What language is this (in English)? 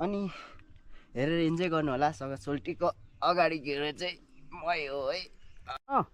Nepali